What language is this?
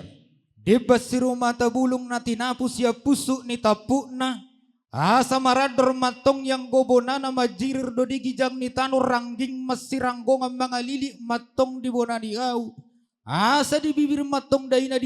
Batak Toba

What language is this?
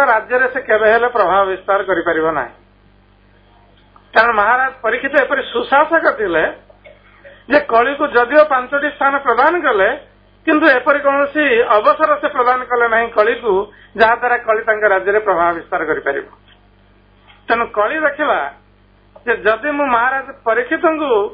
Odia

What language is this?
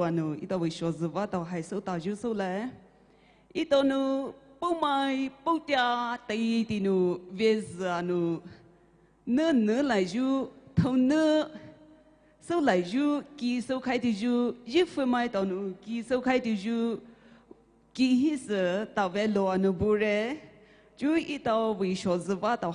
Poumei Naga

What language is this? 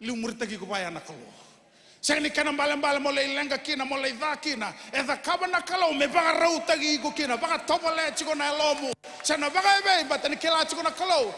Fijian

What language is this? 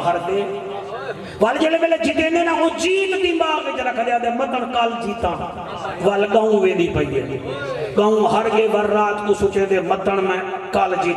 Saraiki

